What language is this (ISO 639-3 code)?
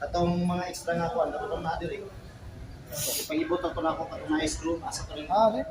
ceb